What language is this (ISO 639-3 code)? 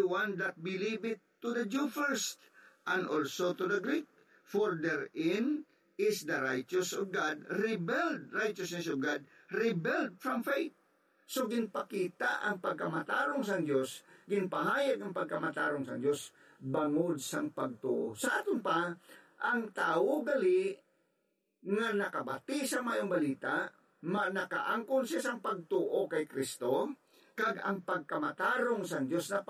hil